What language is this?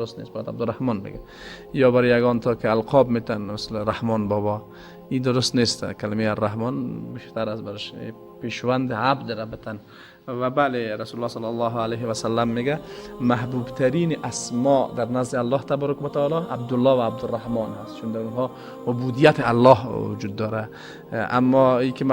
Persian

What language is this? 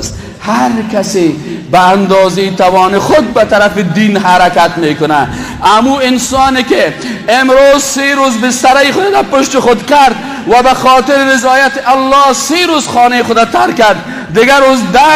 Persian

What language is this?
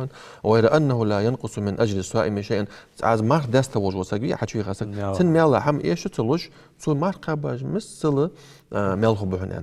Ingush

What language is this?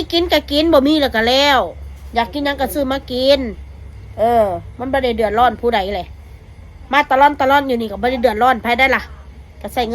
Northeastern Thai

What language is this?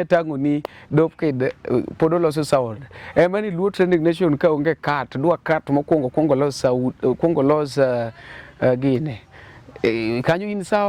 Luo (Kenya and Tanzania)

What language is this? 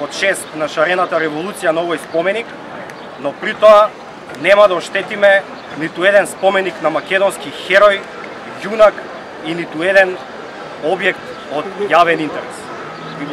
Macedonian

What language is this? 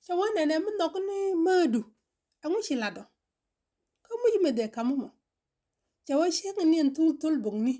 Nuer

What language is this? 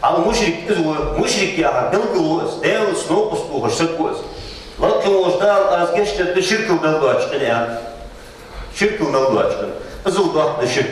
Ingush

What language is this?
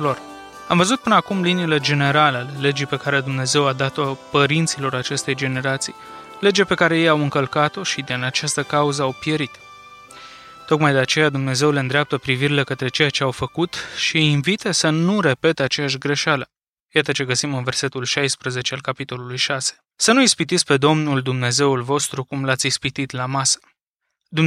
Romanian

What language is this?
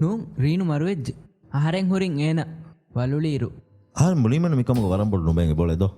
Divehi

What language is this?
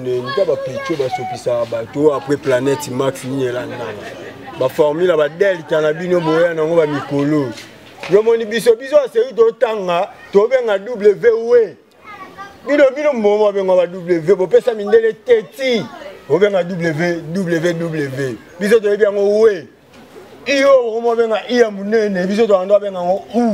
Lingala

